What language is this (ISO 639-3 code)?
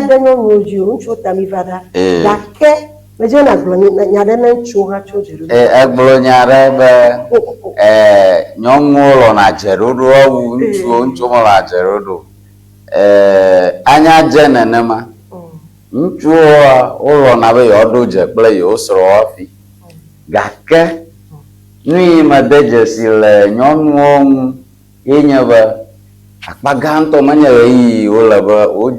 ewe